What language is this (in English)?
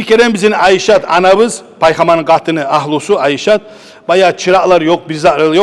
Kumyk